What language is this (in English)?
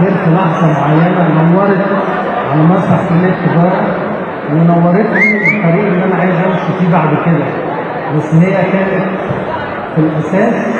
Egyptian Arabic